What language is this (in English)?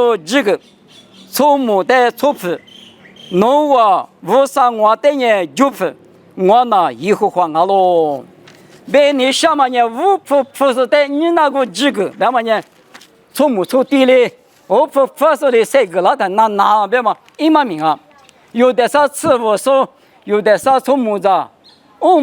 Lisu